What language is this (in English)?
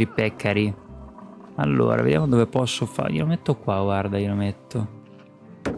Italian